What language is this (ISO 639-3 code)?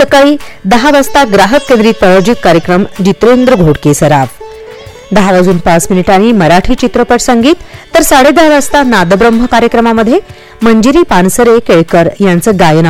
mar